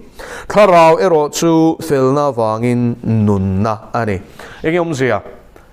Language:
Mizo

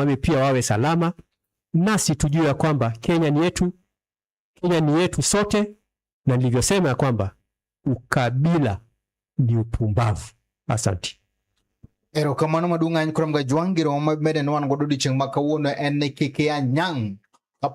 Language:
Luo (Kenya and Tanzania)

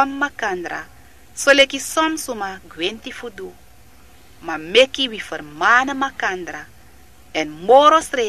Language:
Sranan Tongo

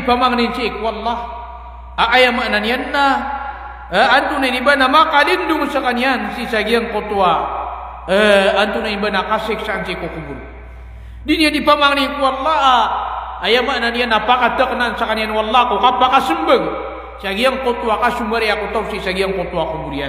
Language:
Maranao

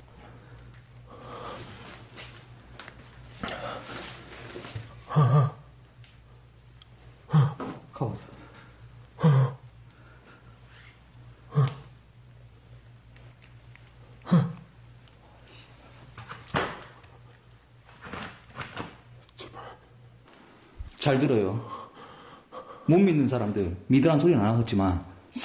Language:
Korean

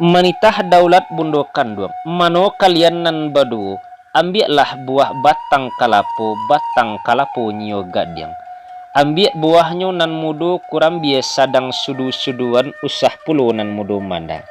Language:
Minangkabau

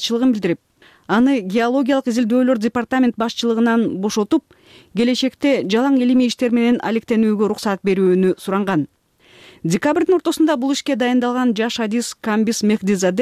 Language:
Kyrgyz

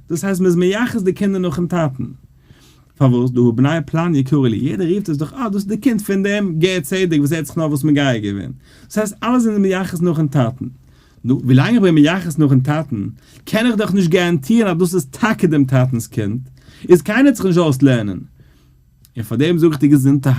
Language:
Yiddish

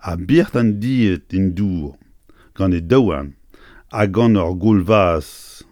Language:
Breton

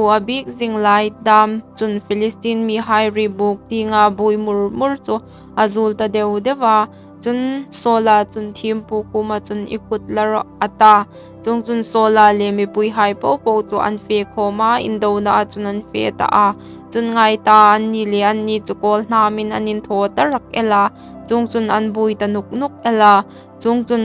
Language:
Hmar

